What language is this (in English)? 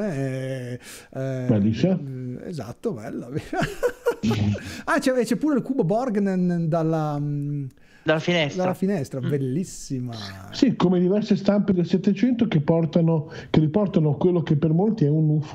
Italian